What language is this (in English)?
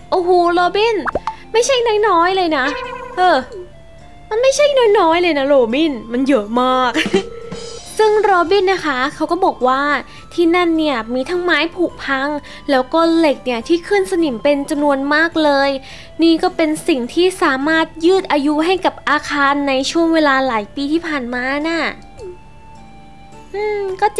Thai